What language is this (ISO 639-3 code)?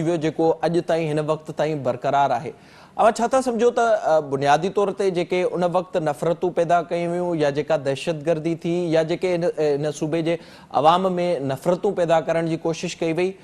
snd